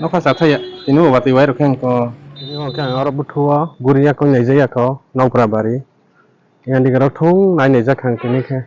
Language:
Kok Borok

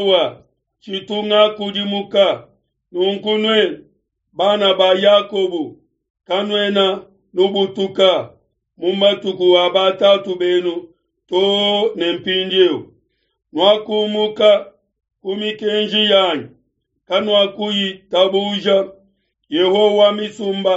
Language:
Luba-Lulua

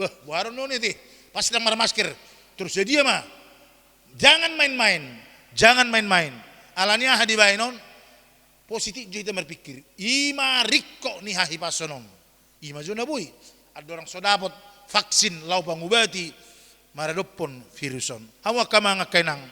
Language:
Batak Toba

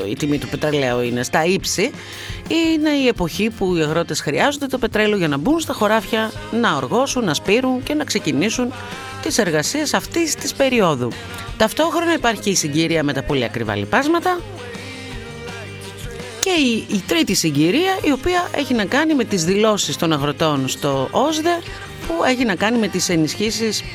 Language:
Greek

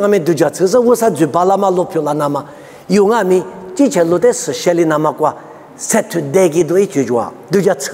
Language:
Lisu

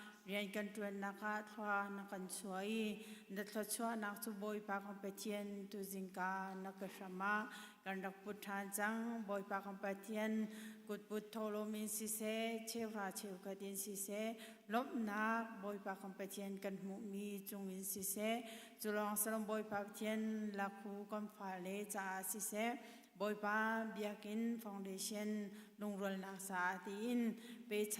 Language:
Hakha Chin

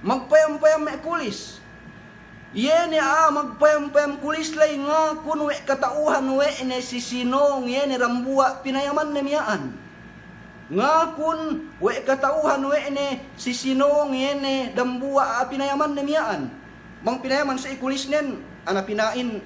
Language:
Yakan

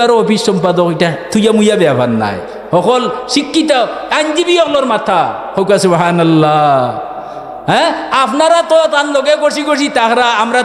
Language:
Sylheti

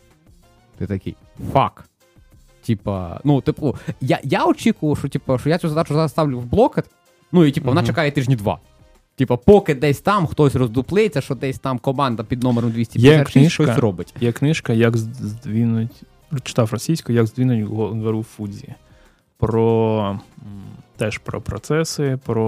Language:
Ukrainian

